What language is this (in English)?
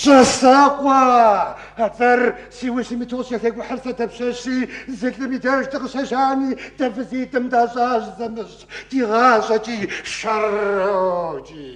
Kabardian